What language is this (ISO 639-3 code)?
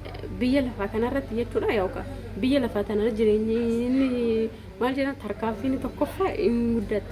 orm